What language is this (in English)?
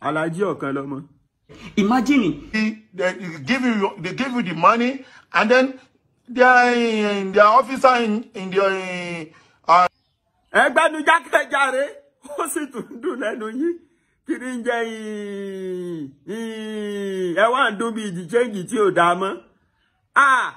Yoruba